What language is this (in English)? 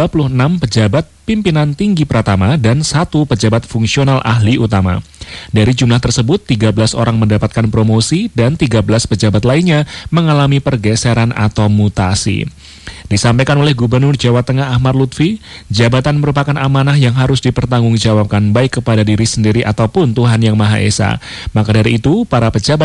Indonesian